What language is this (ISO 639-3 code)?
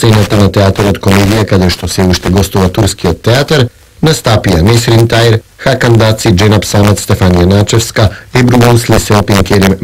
mkd